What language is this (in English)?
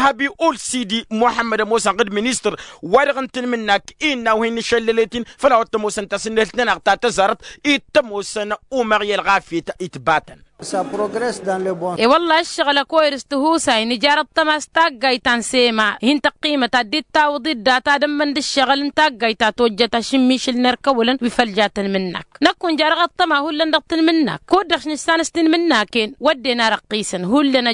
Tamasheq